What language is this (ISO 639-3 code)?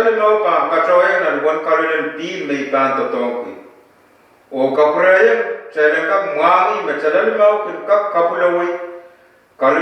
pon